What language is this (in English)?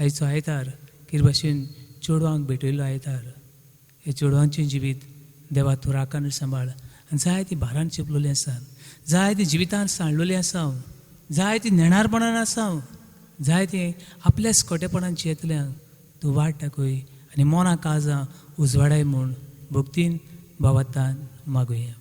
Konkani